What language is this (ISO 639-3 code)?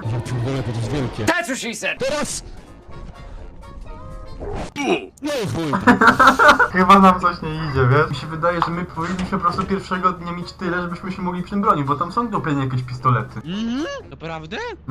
pol